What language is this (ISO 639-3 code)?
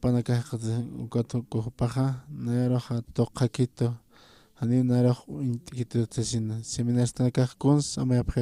aym